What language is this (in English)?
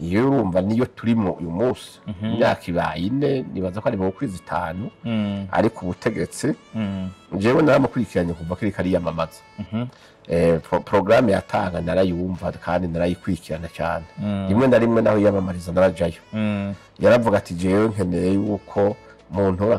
Rundi